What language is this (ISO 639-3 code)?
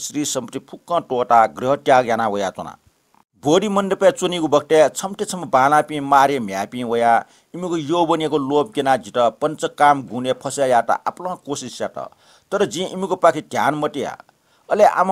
new